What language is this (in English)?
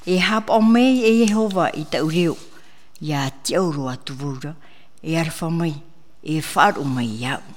Tahitian